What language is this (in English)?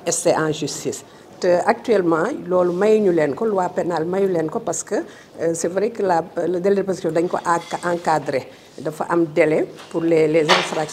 Wolof